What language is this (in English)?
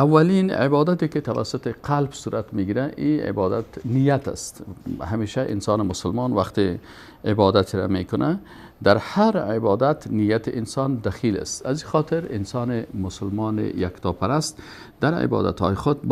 Persian